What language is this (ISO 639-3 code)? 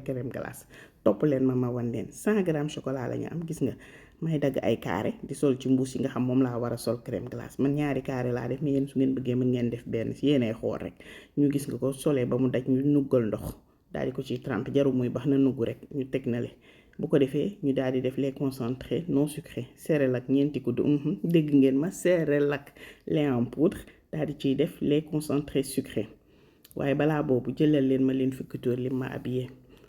wol